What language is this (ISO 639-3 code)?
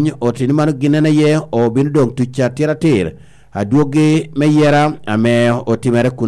laj